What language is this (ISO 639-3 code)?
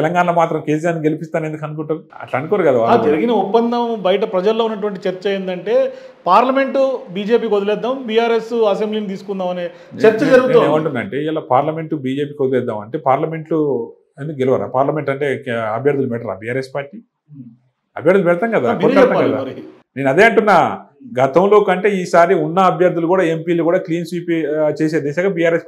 tel